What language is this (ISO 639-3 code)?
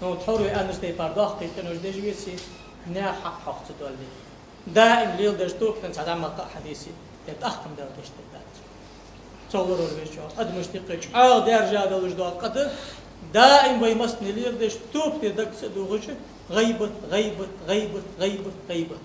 inh